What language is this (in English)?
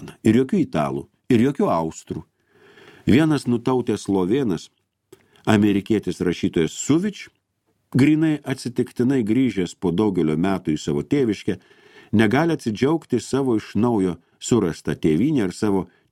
Lithuanian